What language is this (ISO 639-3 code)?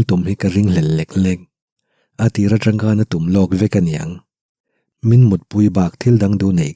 lus